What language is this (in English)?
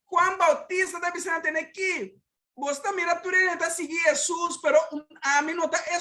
Papiamento